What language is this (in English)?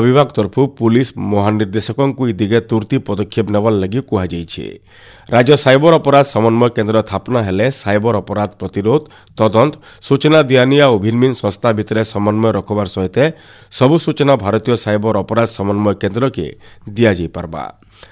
Odia